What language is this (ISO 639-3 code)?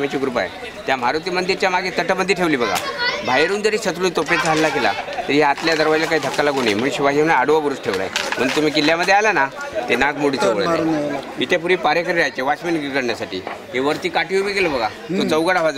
mar